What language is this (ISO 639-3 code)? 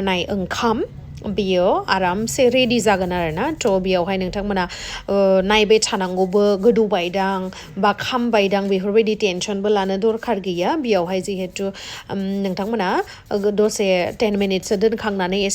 brx